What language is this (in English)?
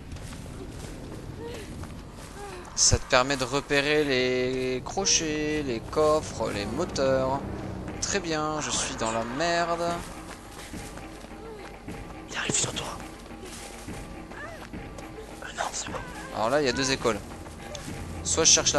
French